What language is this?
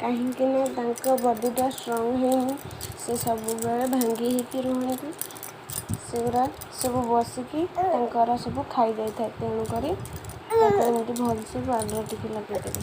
Odia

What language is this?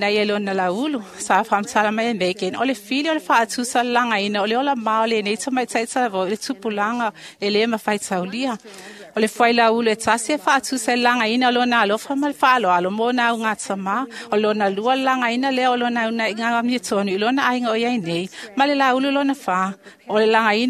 Samoan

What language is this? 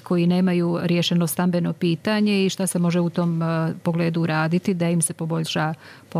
Serbian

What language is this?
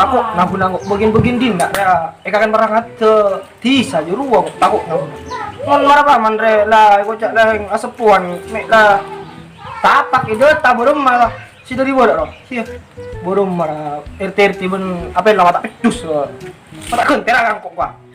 Madurese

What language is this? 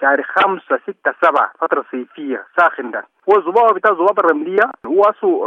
Sudanese Arabic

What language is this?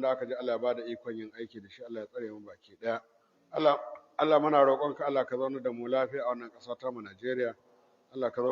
Hausa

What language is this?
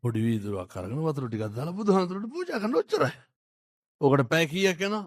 Sinhala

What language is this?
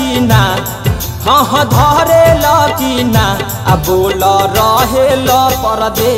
Bhojpuri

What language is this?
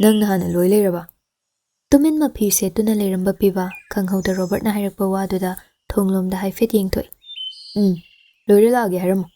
Manipuri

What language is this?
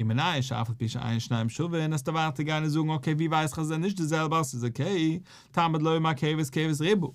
Yiddish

